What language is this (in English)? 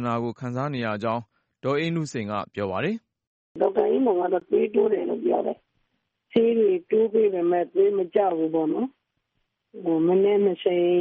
Burmese